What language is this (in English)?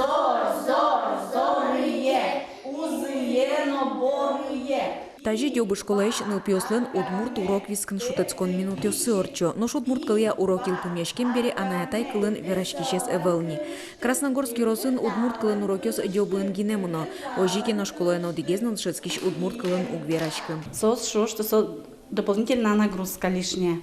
Udmurt